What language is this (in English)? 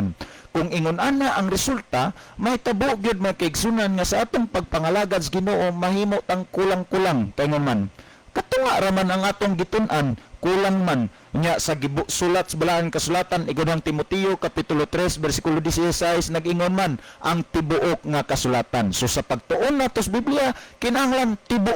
Cebuano